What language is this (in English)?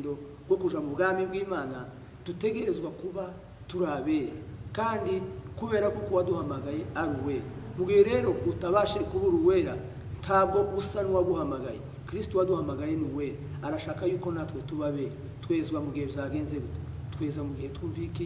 Kinyarwanda